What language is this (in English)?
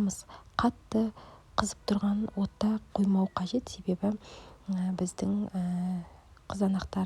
Kazakh